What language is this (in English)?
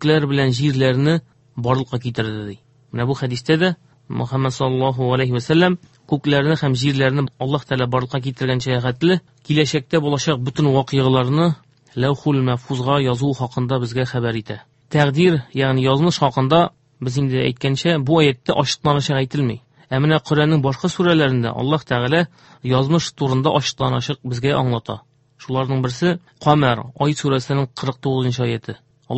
Tatar